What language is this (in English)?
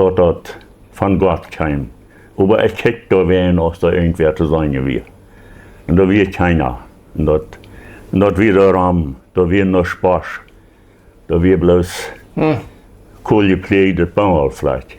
Plautdietsch